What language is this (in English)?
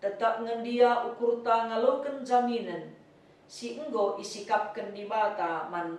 Batak Karo